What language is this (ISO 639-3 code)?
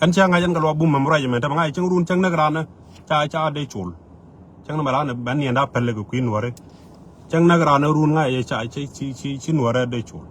nus